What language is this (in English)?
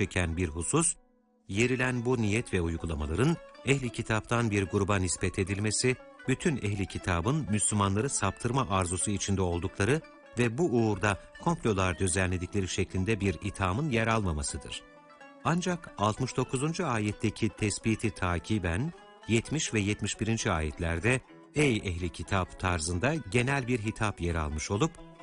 Turkish